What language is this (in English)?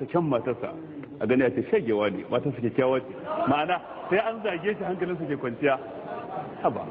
Hausa